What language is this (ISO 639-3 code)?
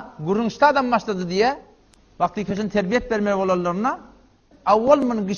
tuk